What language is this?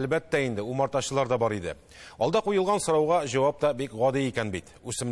Tatar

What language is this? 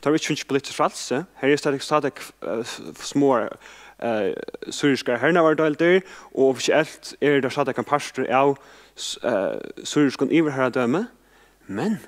Faroese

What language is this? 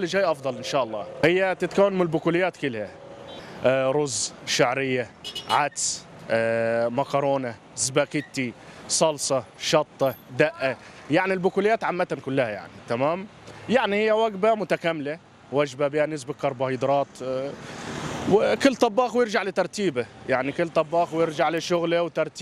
Mesopotamian Arabic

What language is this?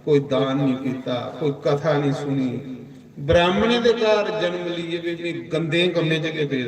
Dogri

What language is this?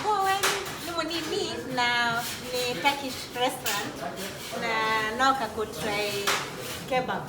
Kamba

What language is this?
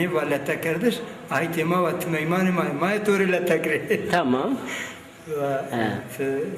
Zaza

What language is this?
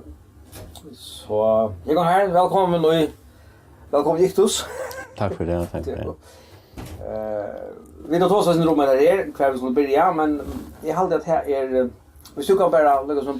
Faroese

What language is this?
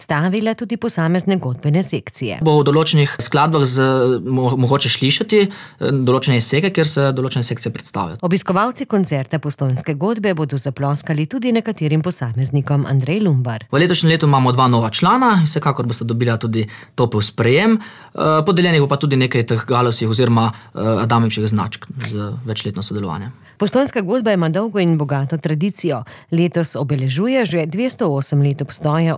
Slovenian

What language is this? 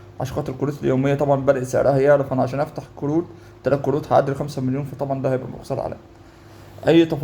Egyptian Arabic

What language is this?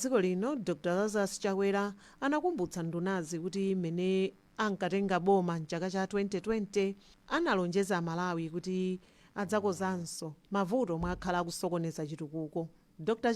Nyanja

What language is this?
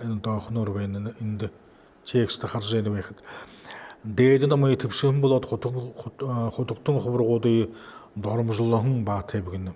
Buriat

